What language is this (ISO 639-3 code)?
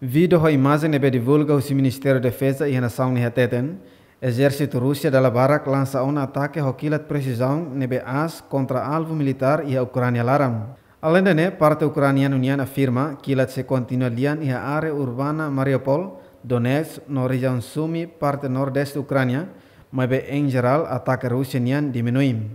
tet